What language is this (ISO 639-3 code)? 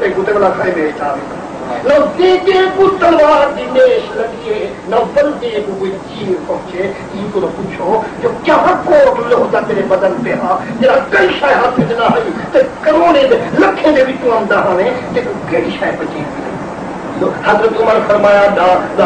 skr